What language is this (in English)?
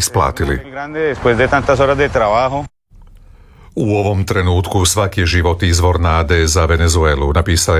Croatian